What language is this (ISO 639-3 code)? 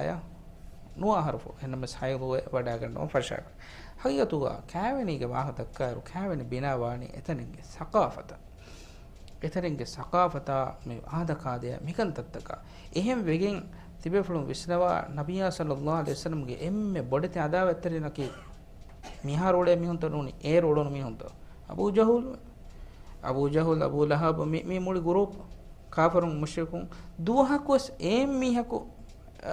div